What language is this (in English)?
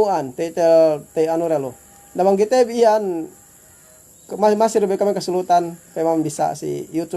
Yakan